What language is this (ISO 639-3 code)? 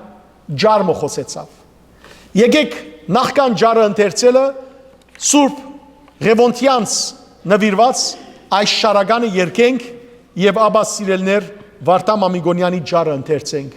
hyw